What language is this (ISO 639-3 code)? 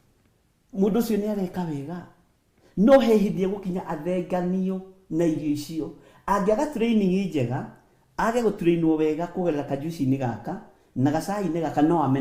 kik